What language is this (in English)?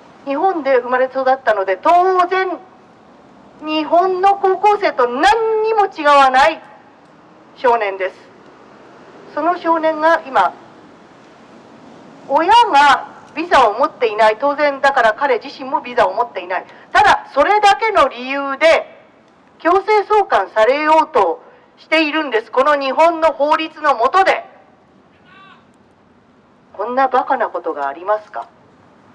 Japanese